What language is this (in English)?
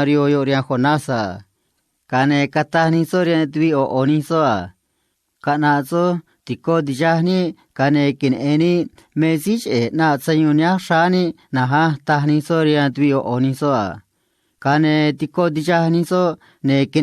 Copala Triqui